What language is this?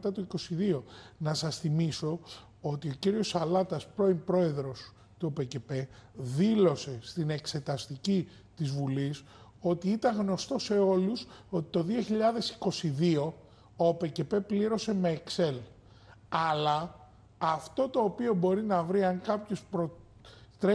Greek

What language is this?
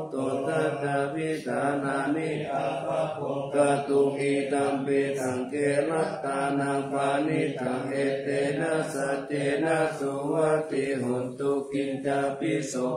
Pali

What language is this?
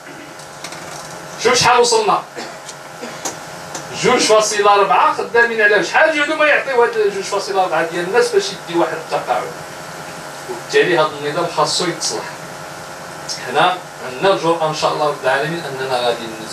Moroccan Arabic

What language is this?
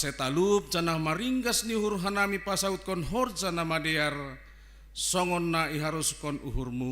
Batak Simalungun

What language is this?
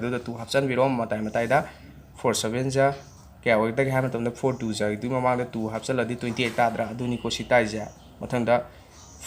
Manipuri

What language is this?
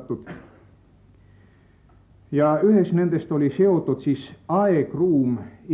Estonian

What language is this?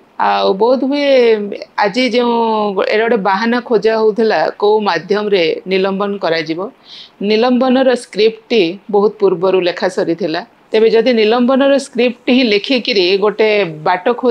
Odia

